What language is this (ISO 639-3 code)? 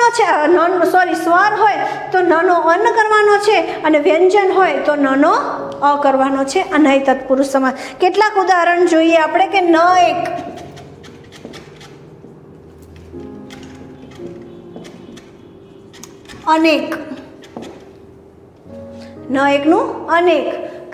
guj